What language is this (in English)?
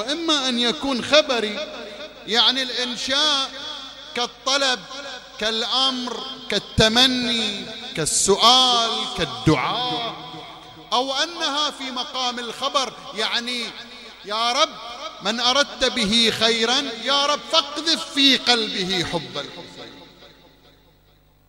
Arabic